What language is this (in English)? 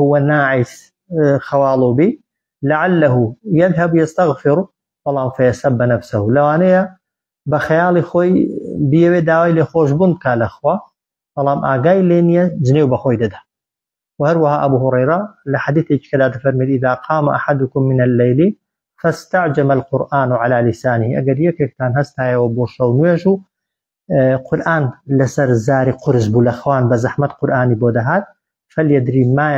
Central Kurdish